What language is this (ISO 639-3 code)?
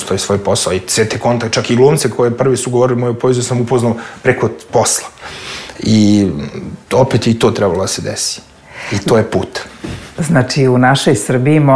srp